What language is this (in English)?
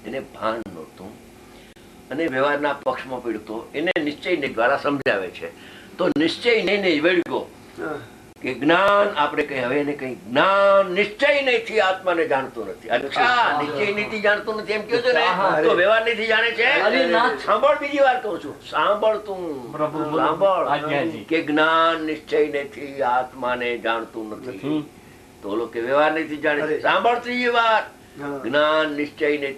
Gujarati